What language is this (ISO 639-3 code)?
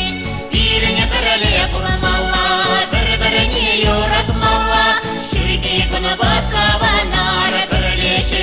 chv